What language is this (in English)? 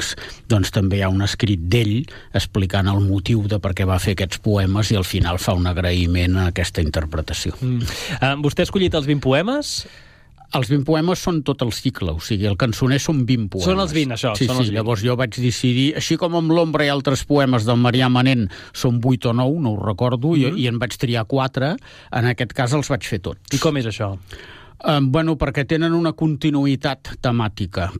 Catalan